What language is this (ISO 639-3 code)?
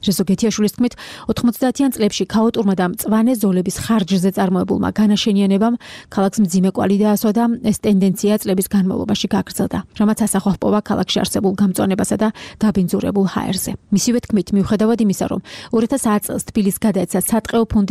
kat